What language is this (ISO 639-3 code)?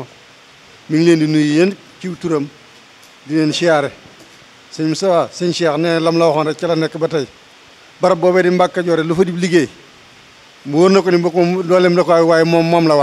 wol